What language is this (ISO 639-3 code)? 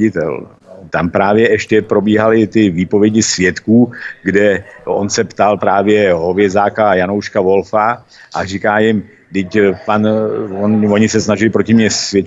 ces